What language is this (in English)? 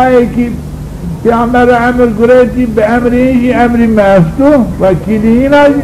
Zaza